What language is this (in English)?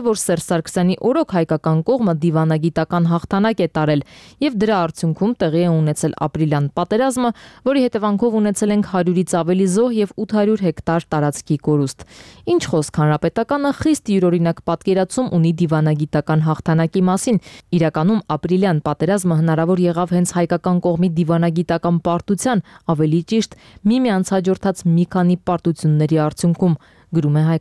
Armenian